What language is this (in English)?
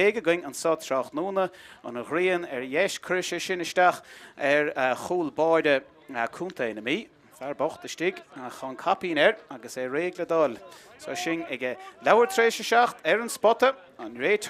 Irish